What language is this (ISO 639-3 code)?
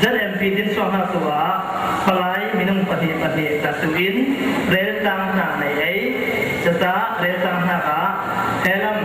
cfm